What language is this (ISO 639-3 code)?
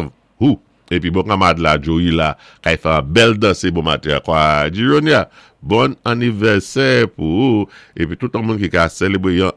acf